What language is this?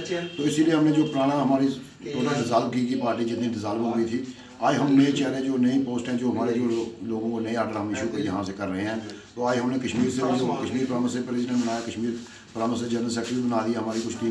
Hindi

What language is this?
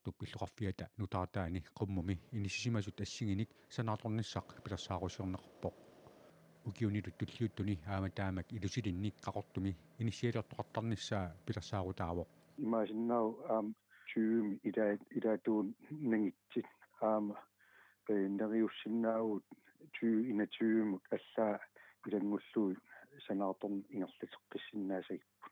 Kalaallisut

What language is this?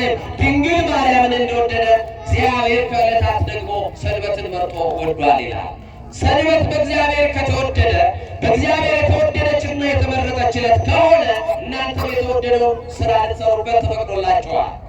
Amharic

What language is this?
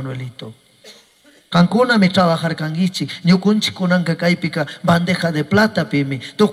Chimborazo Highland Quichua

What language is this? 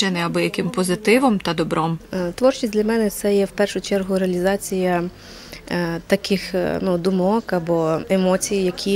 Ukrainian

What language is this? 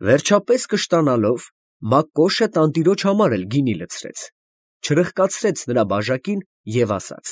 Armenian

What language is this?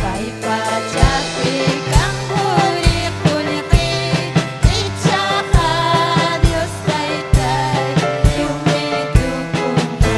Ayacucho Quechua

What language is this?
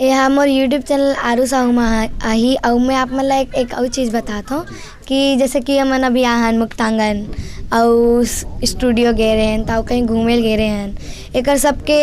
Chhattisgarhi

